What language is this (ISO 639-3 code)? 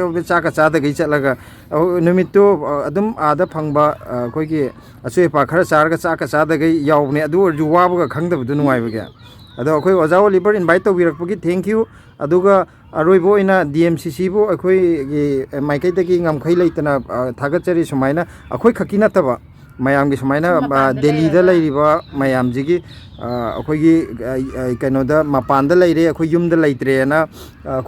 mni